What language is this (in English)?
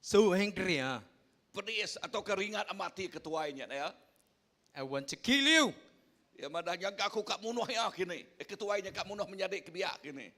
Iban